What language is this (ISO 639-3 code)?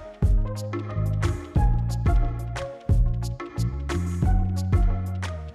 mal